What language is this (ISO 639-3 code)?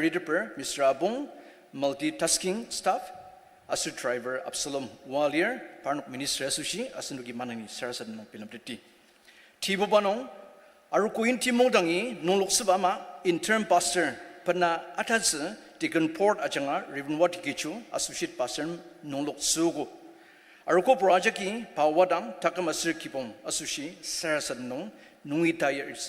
njo